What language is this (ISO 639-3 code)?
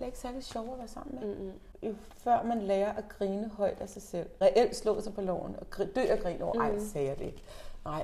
dan